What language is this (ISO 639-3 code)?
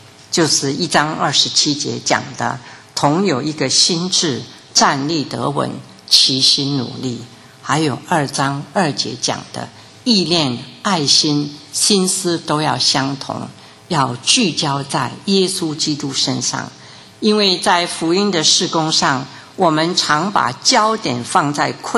zho